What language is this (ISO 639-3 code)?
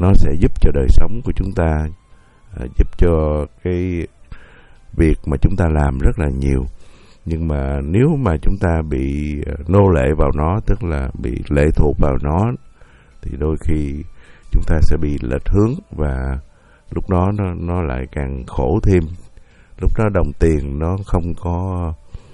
vie